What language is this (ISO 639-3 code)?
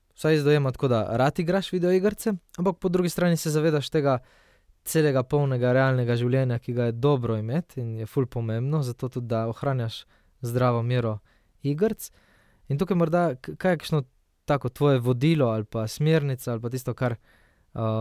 slv